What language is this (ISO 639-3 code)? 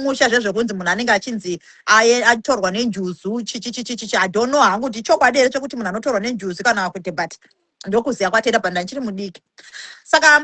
sna